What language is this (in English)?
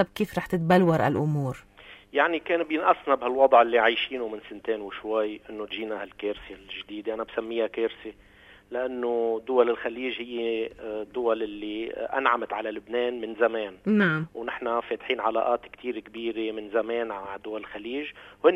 North Levantine Arabic